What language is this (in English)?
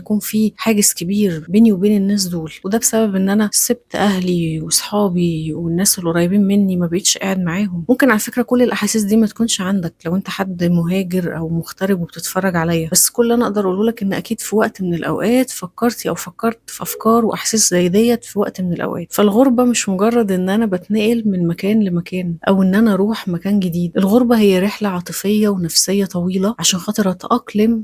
Egyptian Arabic